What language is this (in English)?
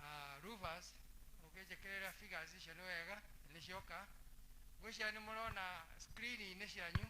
Kikuyu